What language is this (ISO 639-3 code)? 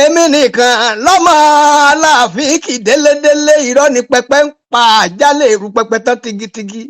yor